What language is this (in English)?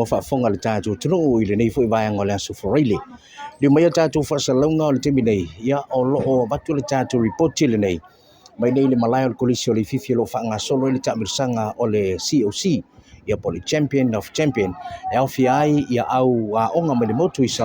Samoan